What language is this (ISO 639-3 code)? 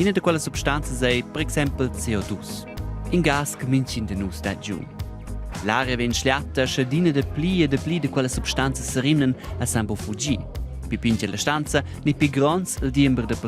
roh